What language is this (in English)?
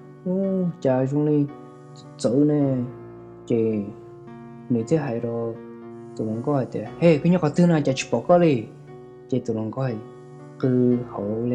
Hmong